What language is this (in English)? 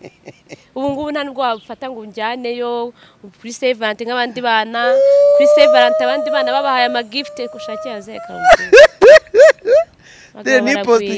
Kinyarwanda